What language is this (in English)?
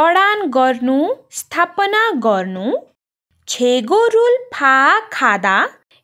Nepali